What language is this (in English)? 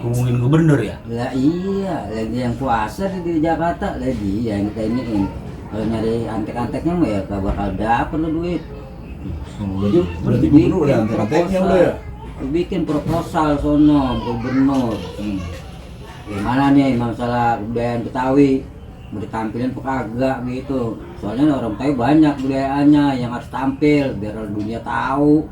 Betawi